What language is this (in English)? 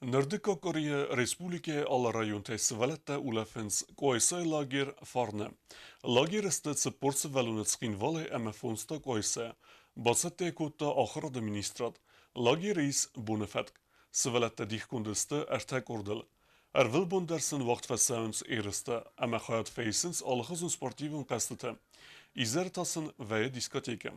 Ossetic